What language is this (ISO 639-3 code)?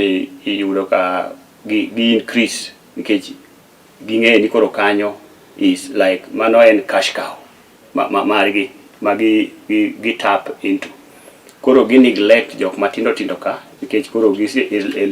luo